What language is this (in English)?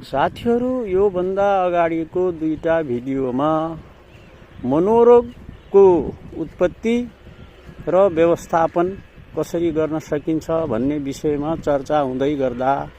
Nepali